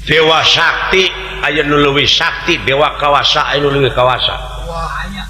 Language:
Sundanese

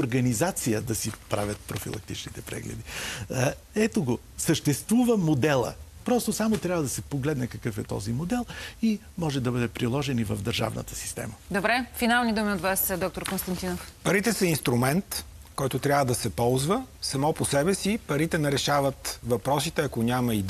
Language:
Bulgarian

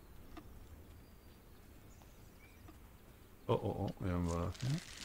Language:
Hungarian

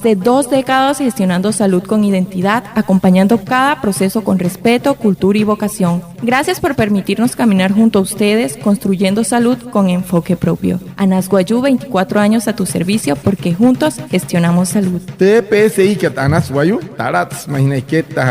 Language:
Wayuu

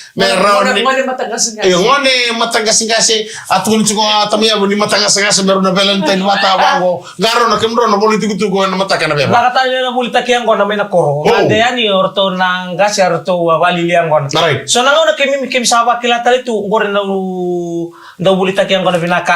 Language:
Fijian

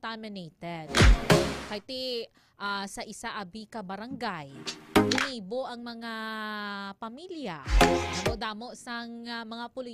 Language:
Hiligaynon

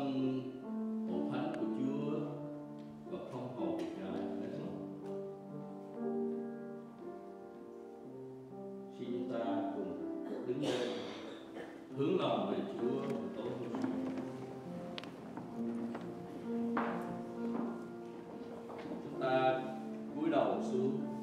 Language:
Vietnamese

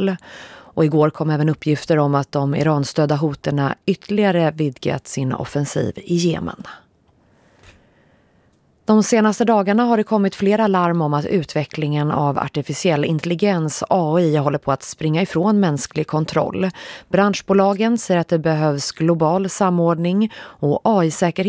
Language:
Swedish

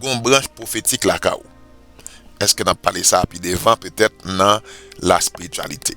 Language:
Haitian Creole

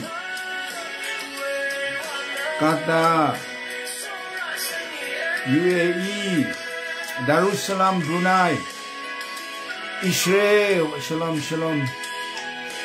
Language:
Burmese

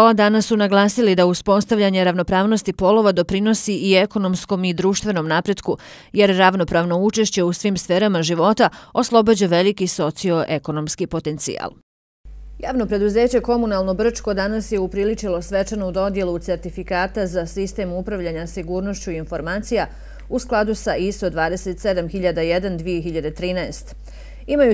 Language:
Bosnian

